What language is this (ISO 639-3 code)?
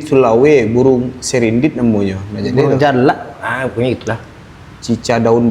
min